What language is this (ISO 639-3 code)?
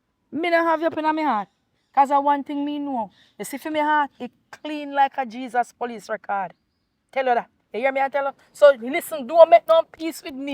jam